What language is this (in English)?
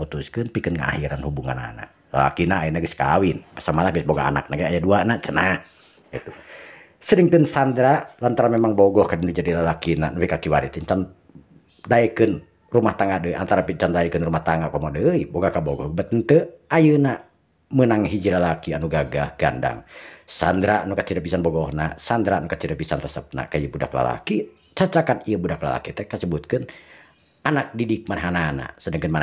Sundanese